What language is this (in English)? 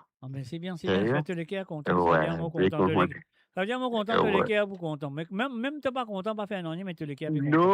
Morisyen